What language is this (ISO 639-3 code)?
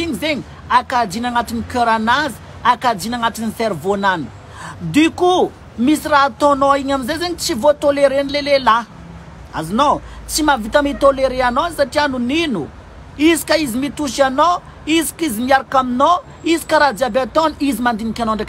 mlg